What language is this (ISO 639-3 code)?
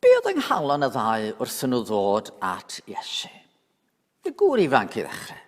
cym